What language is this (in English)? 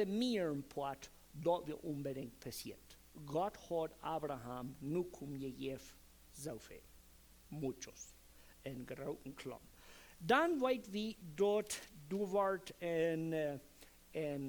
Plautdietsch